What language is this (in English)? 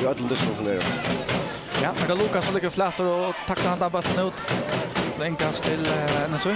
Faroese